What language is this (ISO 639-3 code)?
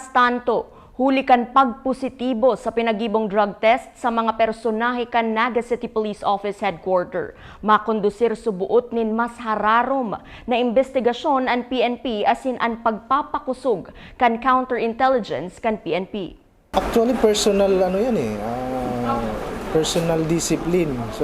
bik